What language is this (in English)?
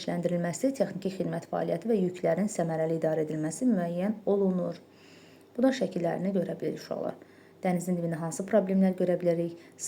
Azerbaijani